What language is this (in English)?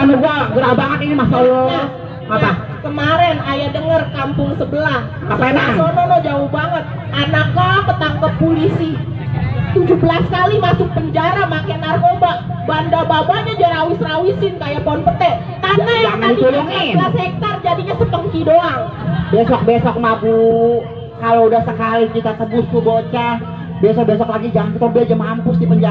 Betawi